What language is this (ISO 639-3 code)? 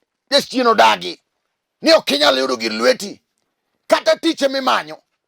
luo